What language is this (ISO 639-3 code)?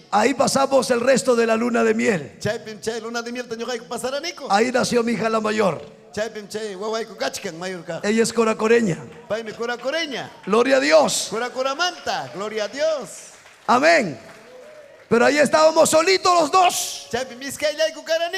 quy